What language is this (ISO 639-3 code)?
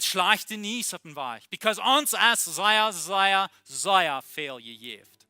pdt